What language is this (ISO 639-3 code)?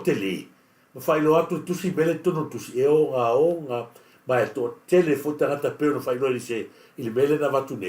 smo